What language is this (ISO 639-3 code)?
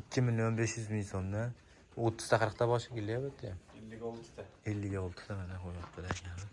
uzb